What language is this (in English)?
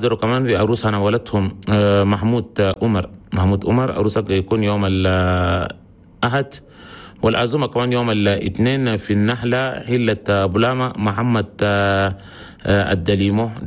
Chadian Arabic